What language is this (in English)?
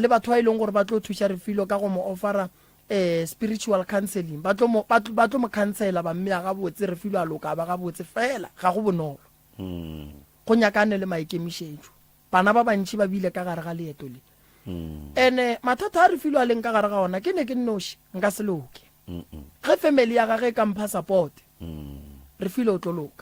Northern Sotho